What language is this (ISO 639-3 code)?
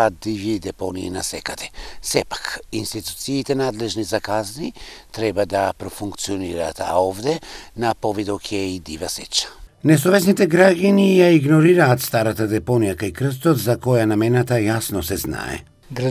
mkd